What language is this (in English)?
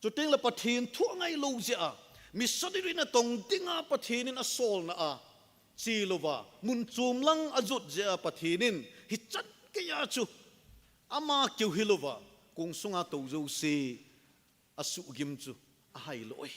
Thado Chin